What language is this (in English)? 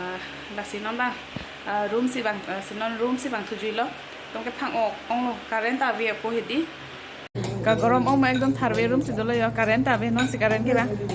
Karbi